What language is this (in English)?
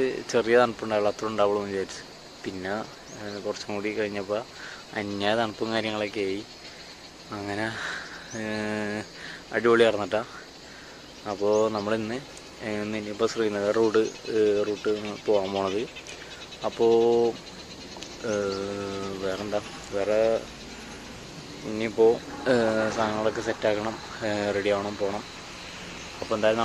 Malayalam